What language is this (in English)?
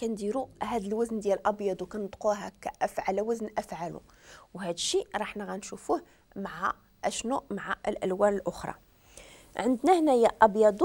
Moroccan Arabic